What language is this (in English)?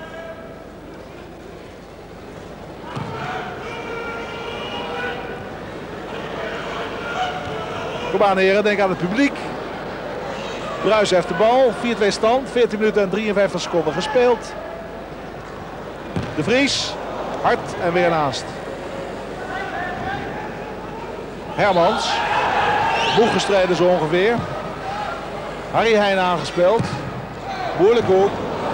Dutch